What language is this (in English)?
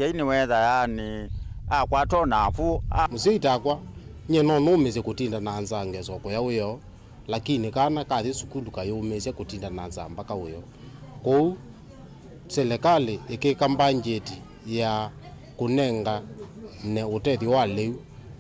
Kamba